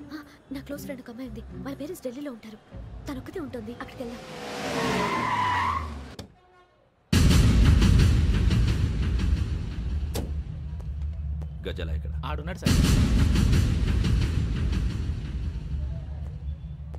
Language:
Telugu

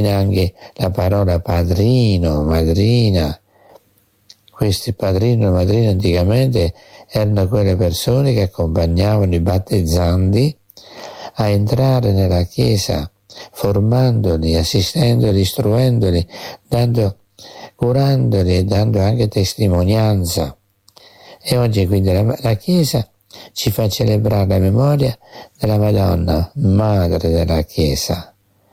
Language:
Italian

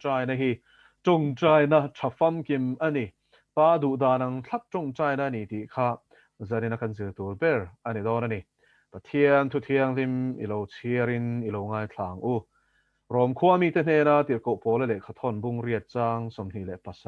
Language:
Mizo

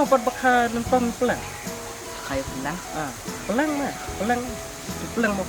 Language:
Khasi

